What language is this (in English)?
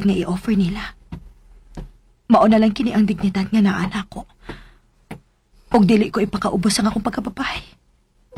Cebuano